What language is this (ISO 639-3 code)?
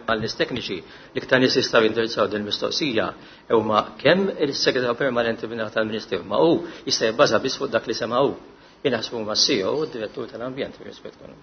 mlt